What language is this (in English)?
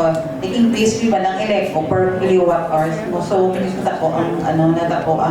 Hiligaynon